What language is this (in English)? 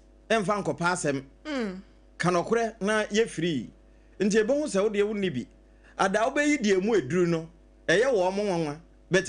Akan